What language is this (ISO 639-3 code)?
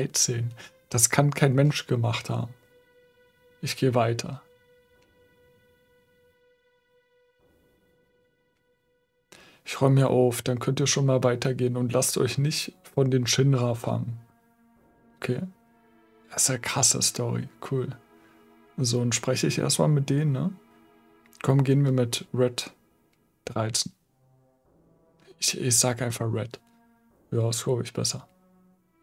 deu